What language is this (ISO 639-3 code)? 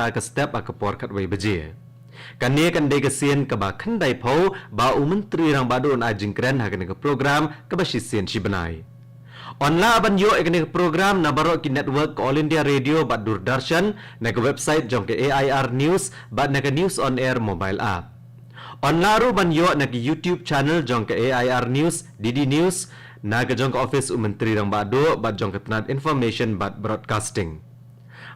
kha